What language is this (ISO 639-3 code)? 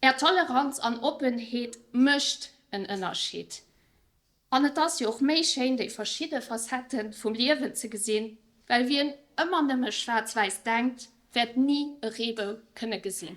ltz